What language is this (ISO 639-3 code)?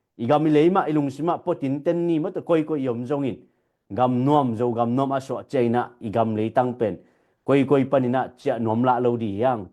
ctd